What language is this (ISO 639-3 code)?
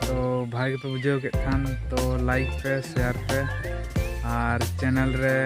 sat